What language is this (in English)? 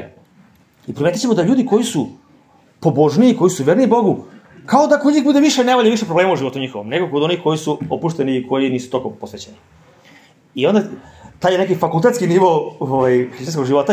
Serbian